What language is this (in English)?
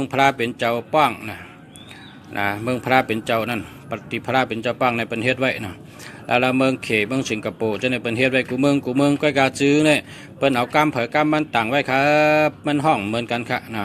Shan